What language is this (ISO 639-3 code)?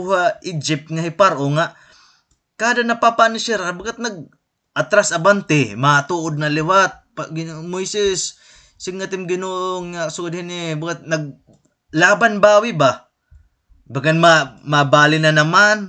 war